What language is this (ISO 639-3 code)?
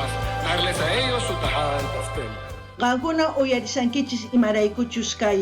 quh